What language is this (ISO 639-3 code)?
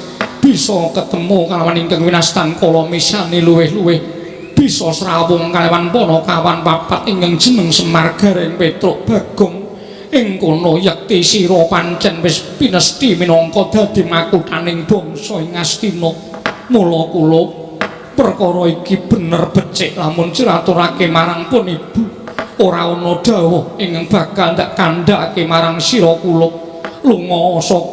jav